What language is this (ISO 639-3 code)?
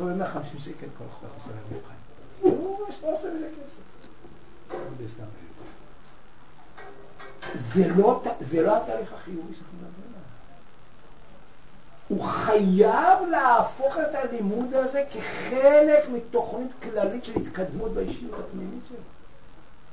heb